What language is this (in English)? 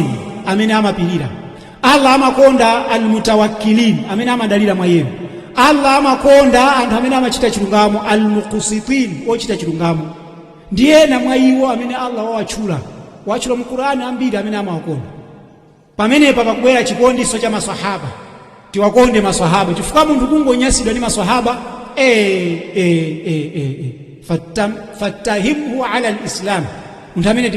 Nyanja